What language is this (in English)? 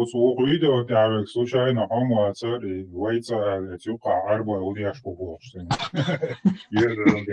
Chechen